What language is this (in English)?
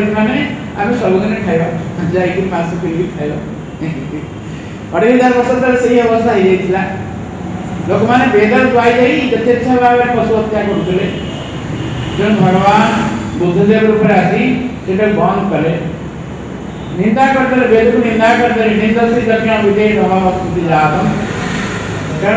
Odia